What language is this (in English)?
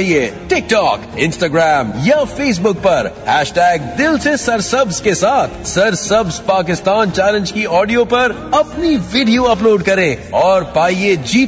Urdu